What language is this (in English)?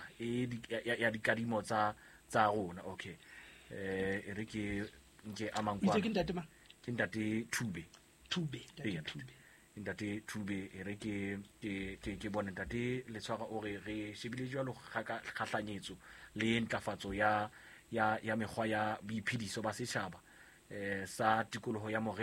Southern Sotho